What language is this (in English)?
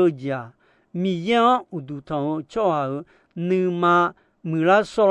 Akha